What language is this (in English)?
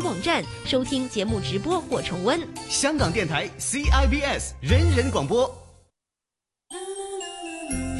Chinese